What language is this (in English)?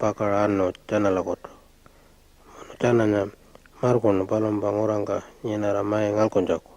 Pitjantjatjara